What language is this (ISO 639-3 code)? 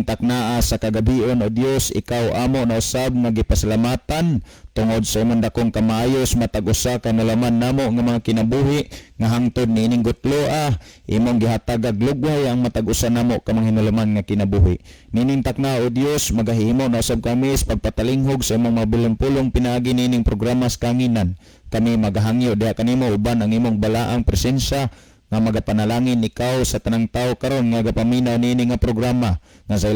ceb